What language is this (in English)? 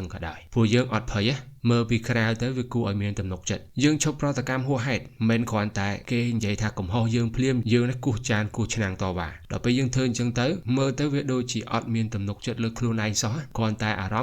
Khmer